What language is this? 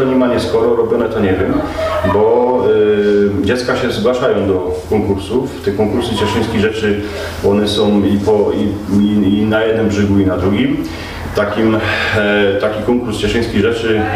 Silesian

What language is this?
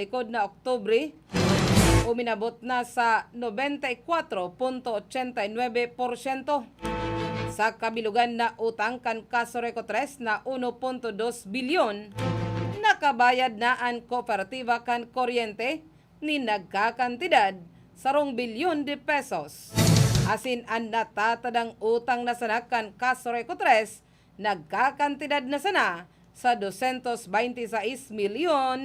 Bikol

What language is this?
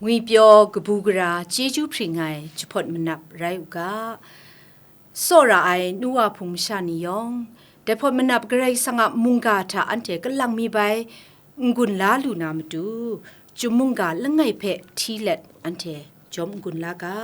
Kachin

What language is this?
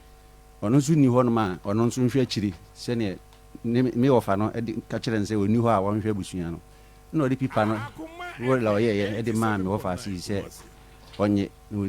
Akan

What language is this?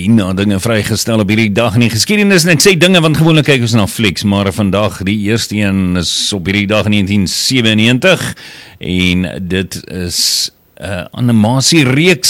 Afrikaans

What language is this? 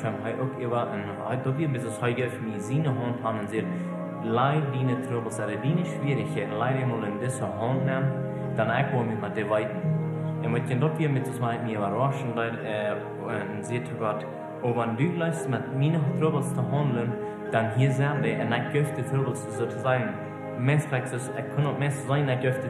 Plautdietsch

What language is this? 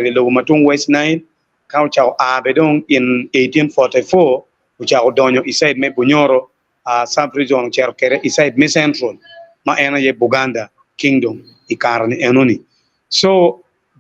Acoli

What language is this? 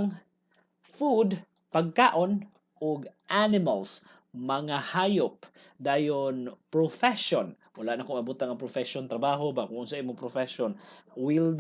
Cebuano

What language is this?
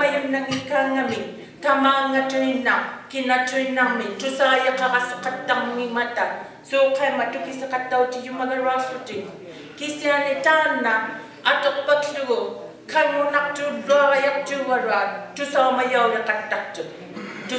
Inuktitut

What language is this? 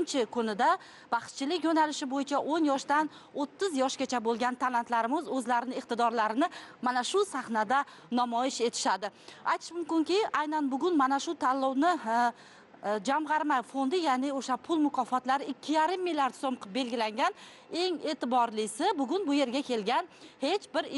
Uzbek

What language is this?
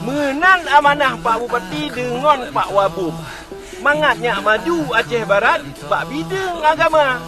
Achinese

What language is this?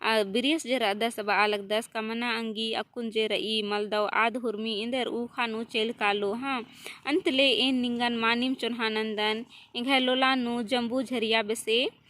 Kurukh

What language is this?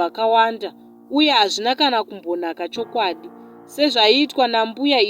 Shona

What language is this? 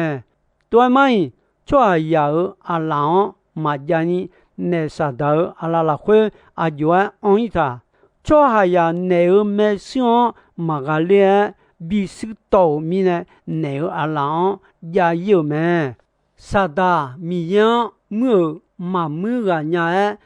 Akha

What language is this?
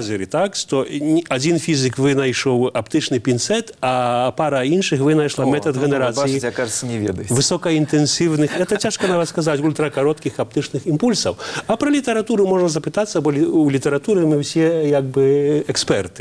Belarusian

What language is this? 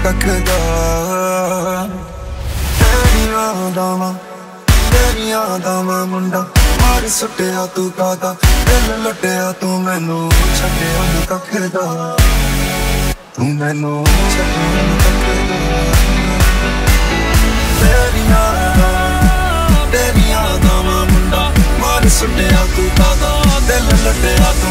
Punjabi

